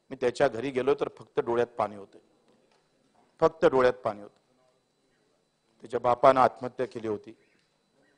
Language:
Marathi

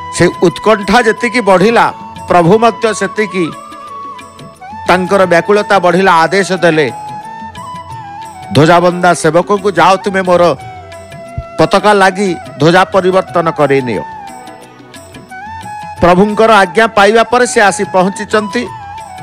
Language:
Odia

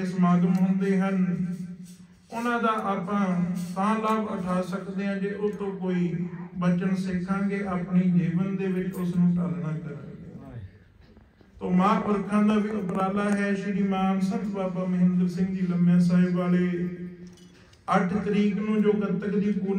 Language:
Punjabi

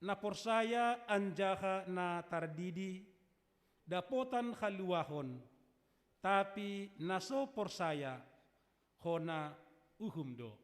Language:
Batak Simalungun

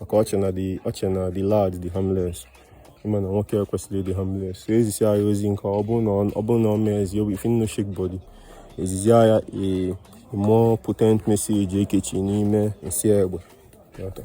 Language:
Igbo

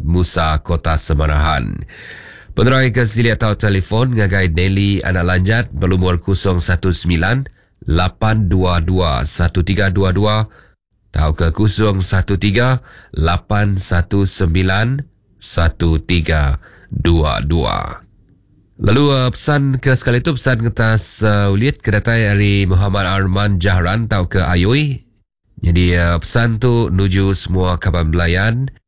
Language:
Iban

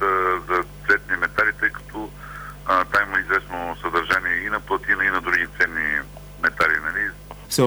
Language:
Bulgarian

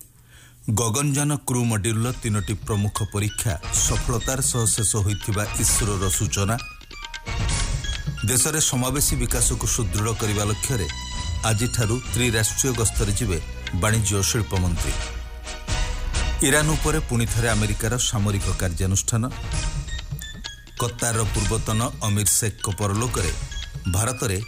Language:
Odia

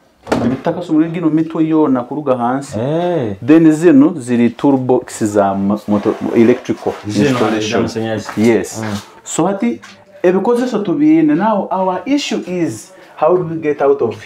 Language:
Nyoro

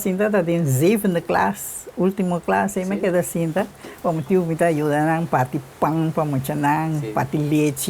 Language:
Papiamento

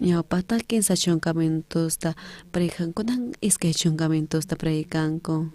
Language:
South Bolivian Quechua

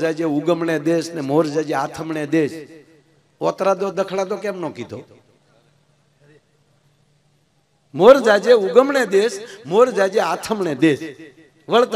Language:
Gujarati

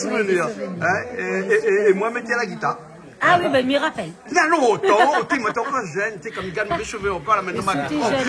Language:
Réunion Creole French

